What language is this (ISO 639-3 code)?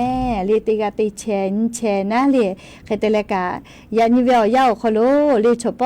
lhu